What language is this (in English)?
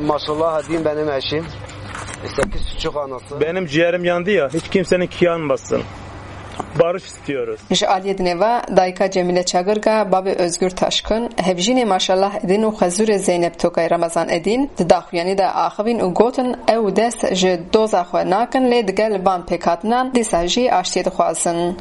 Kurdish